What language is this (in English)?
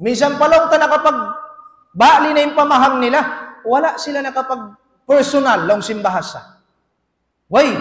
Tausug